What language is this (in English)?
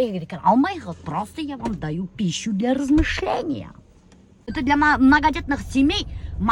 Bashkir